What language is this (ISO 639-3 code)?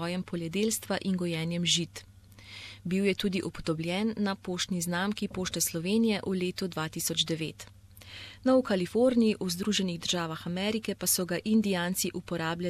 slv